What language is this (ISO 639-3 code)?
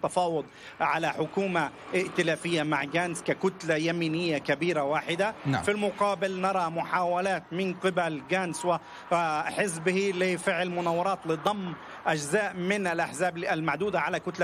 ara